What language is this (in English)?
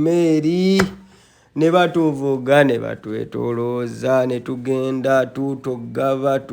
Ganda